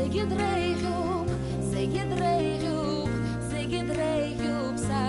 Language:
Abkhazian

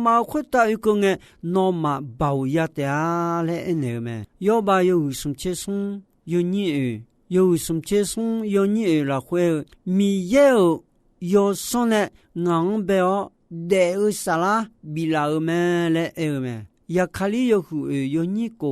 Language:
Akha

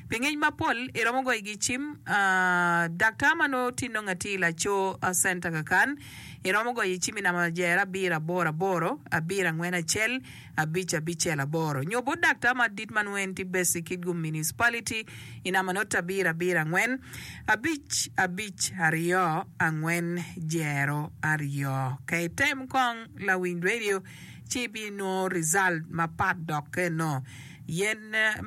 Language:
Acoli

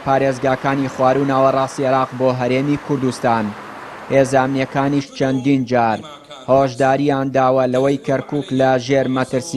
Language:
Central Kurdish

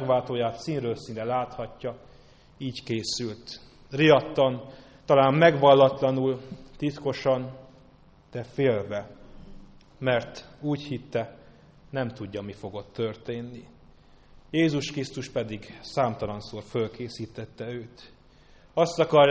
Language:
Hungarian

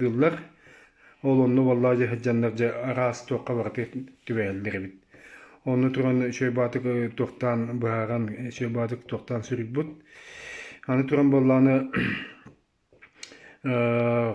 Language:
Yakut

